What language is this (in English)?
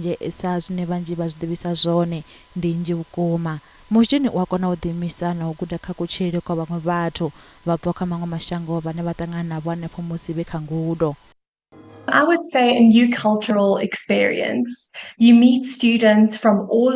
Venda